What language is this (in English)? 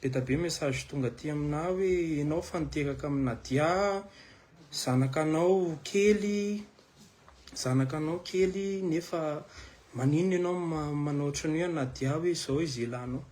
Malagasy